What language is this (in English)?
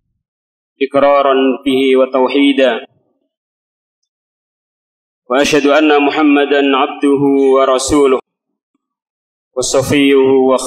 Indonesian